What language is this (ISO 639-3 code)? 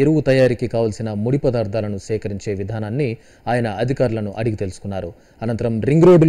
tel